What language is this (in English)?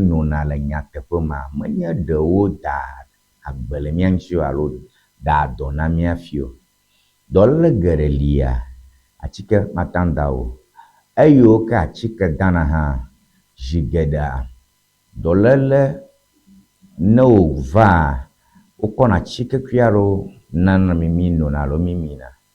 Ewe